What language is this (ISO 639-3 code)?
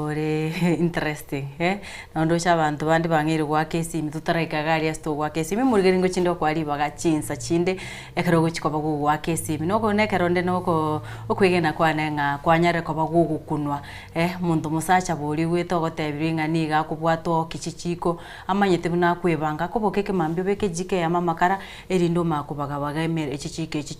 guz